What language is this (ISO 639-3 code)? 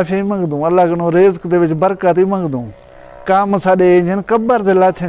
skr